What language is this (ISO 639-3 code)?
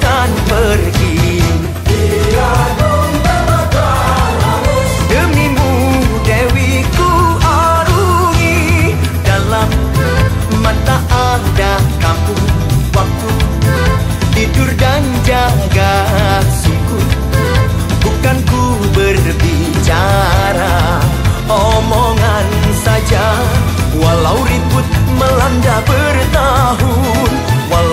msa